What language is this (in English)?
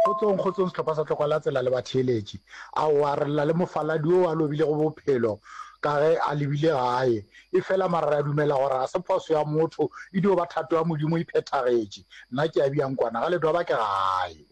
Northern Sotho